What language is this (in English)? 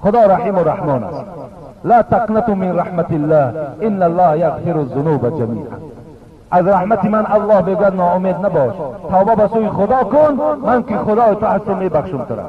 Tajik